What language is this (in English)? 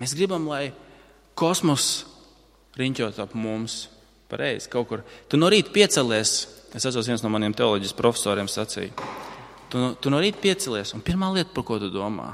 Latvian